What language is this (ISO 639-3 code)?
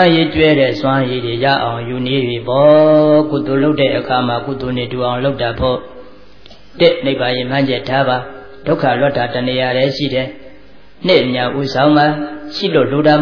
mya